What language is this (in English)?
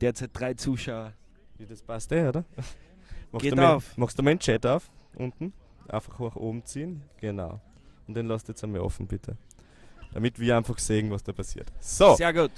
Bavarian